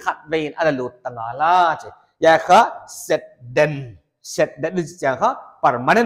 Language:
Paite Chin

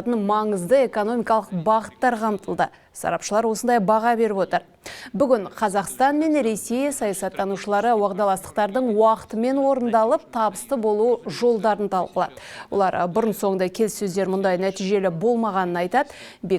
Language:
Kazakh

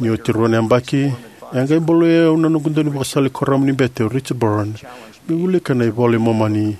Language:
Fijian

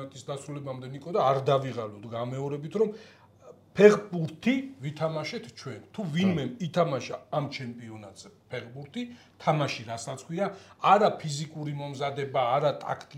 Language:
Georgian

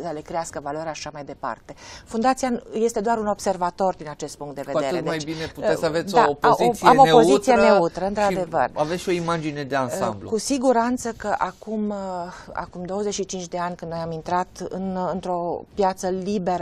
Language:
Romanian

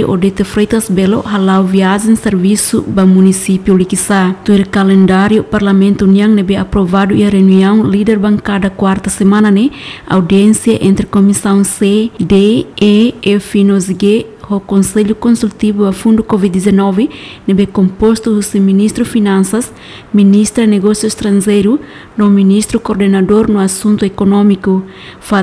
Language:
Tetum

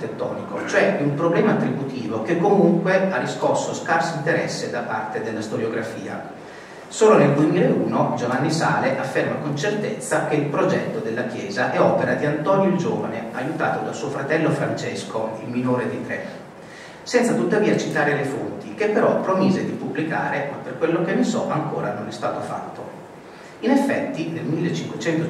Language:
Italian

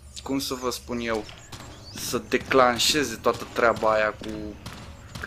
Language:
Romanian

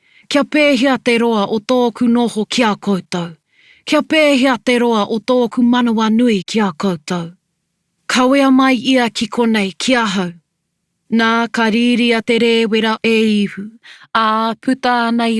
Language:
Māori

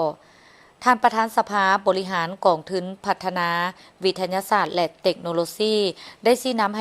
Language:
Lao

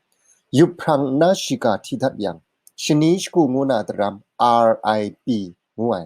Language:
Kachin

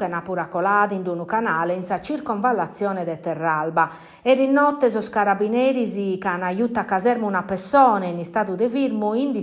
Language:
Sardinian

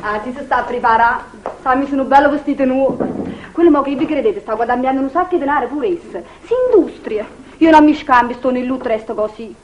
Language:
Neapolitan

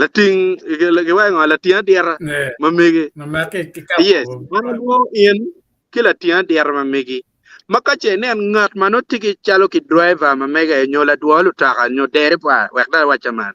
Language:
Acoli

